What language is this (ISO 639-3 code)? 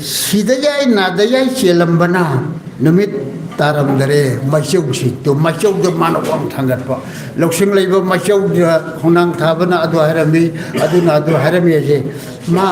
mni